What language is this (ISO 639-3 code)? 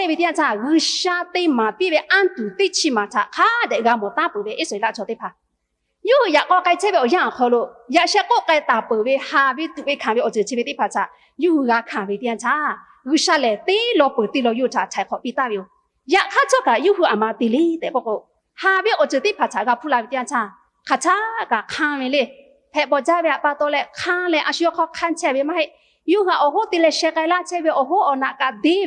lhu